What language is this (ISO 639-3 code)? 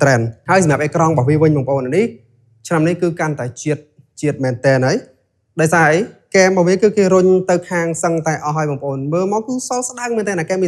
khm